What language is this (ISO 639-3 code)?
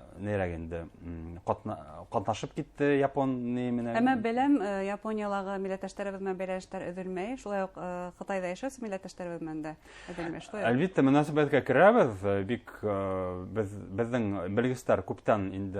bak